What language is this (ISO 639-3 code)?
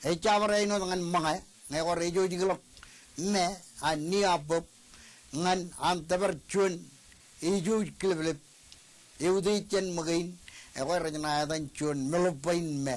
mah